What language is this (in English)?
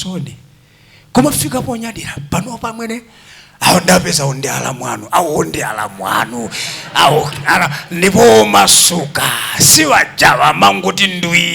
Nyanja